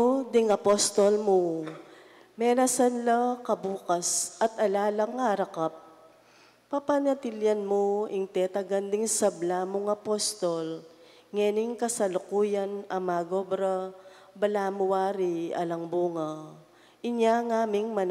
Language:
Pampanga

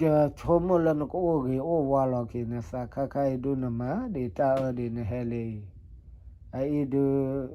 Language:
S'gaw Karen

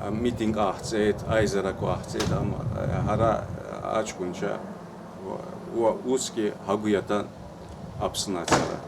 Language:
Abkhazian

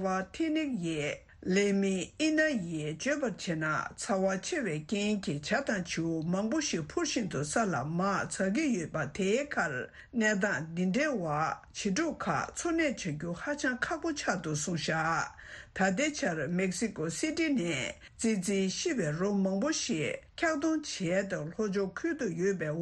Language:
Tibetan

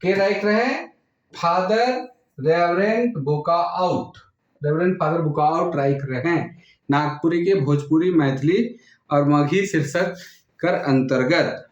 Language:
Sadri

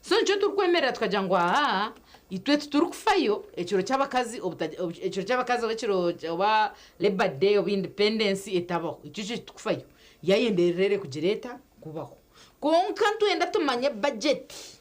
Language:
Nyankole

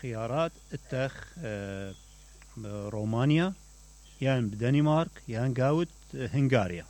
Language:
Mesopotamian Arabic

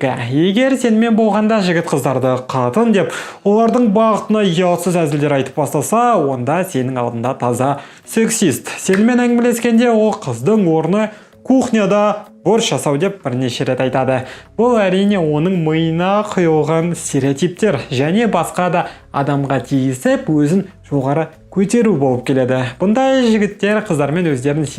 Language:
Kazakh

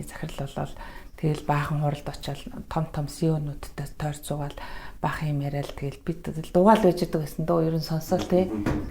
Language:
Mongolian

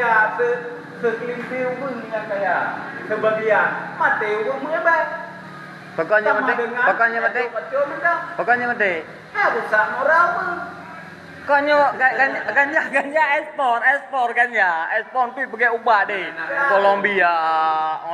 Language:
Achinese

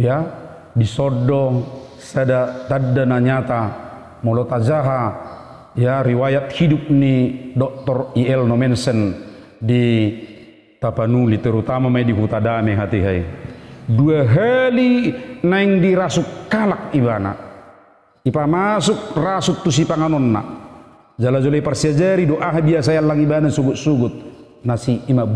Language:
Batak Toba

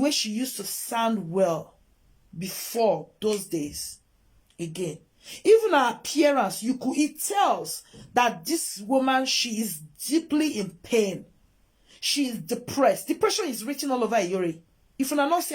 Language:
Nigerian Pidgin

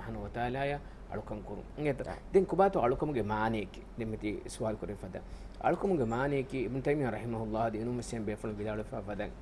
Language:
Divehi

